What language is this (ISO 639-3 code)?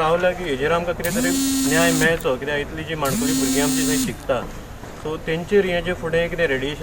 kok